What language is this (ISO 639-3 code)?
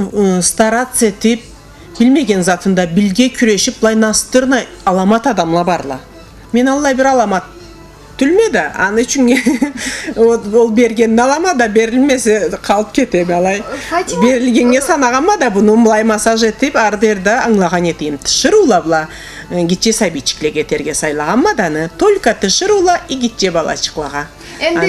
krc